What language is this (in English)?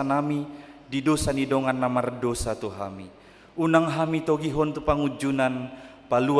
Batak Toba